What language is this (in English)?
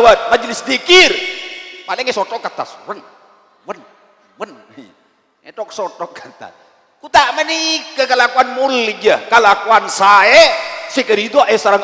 Madurese